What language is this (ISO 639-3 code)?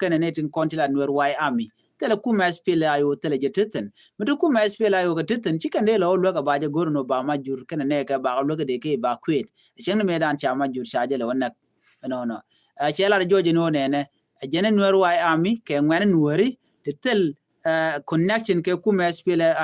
nus